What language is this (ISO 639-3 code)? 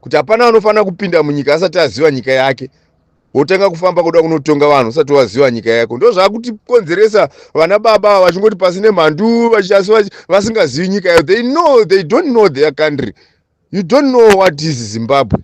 sna